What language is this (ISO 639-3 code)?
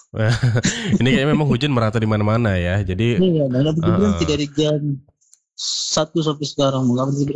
ind